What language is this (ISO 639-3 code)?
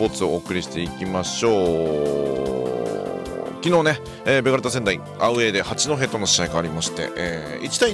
jpn